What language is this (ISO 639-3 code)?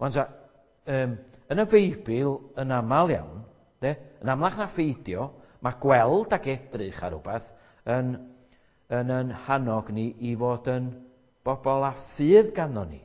cym